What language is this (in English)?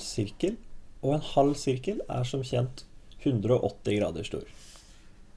Norwegian